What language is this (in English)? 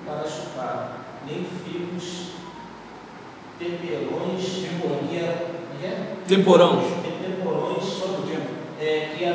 Portuguese